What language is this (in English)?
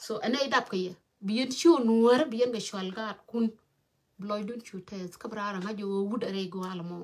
Nuer